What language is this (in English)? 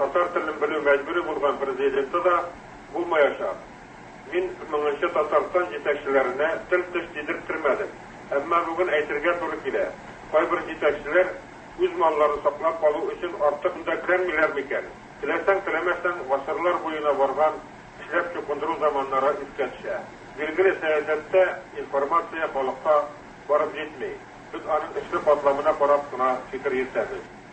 Tatar